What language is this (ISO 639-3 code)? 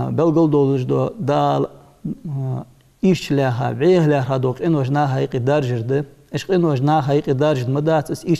inh